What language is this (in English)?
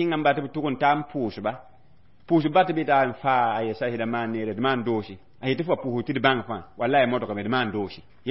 Mossi